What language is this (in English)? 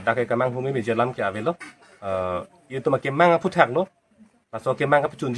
Karbi